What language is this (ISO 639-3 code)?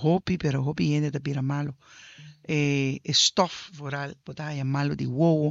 pap